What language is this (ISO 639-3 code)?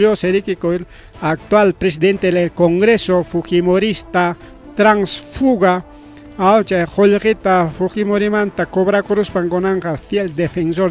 quy